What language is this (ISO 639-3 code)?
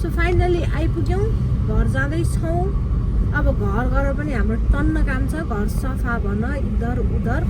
nep